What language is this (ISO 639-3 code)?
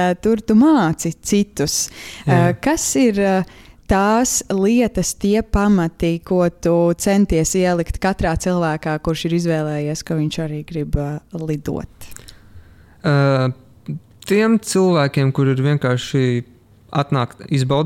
lav